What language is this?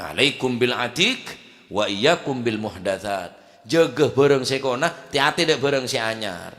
Madurese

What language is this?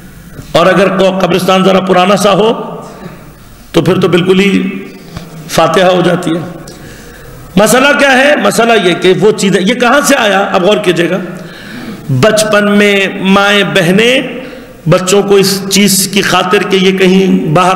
Urdu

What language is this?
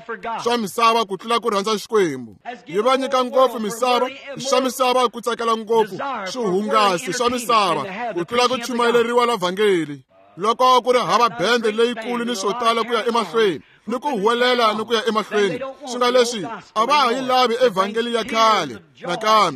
Tsonga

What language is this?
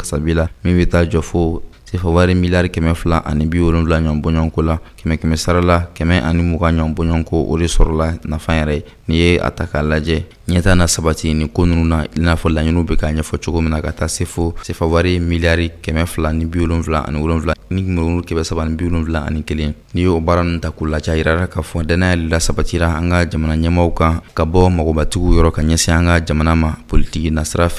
Bambara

